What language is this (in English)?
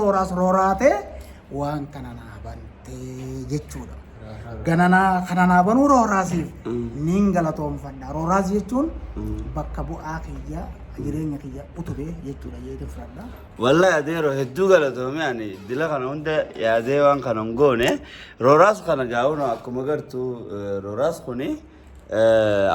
Oromo